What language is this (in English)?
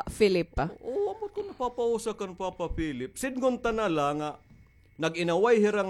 Waray